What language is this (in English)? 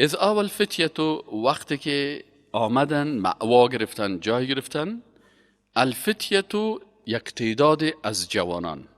Persian